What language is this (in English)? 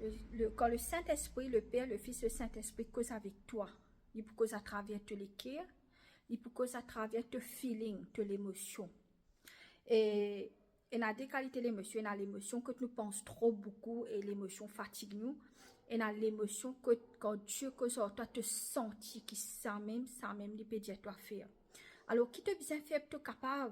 Morisyen